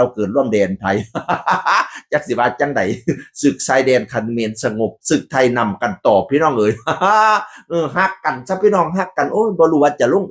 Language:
Northeastern Thai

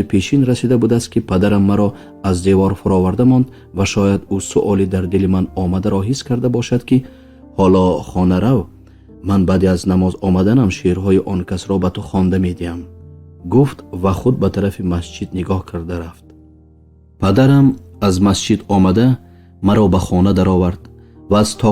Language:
Tajik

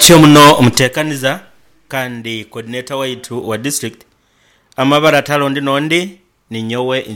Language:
Nyoro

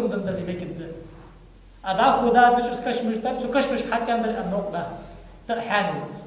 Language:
Ingush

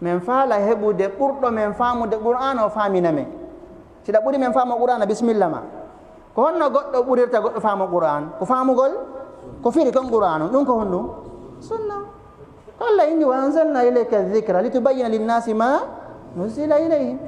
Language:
Fula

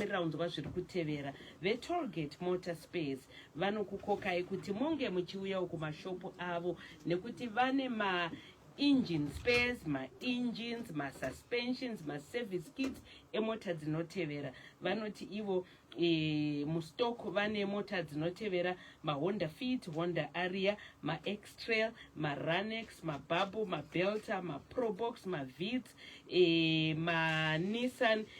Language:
Shona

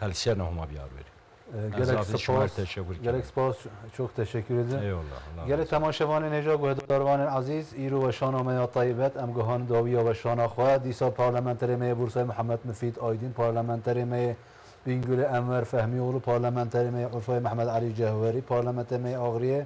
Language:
Zaza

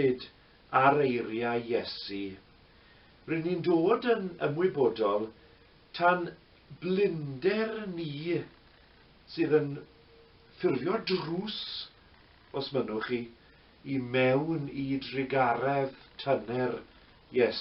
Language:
Welsh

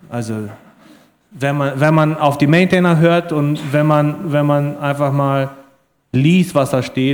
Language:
German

